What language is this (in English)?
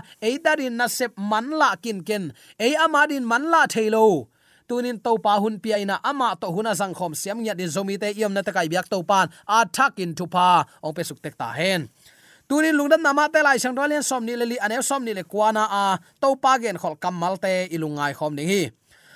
Tedim Chin